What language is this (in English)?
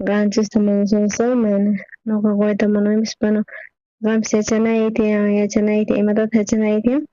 South Bolivian Quechua